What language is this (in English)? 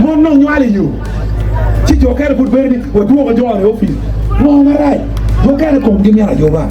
Acoli